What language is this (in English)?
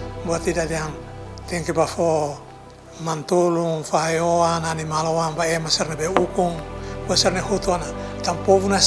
Tetum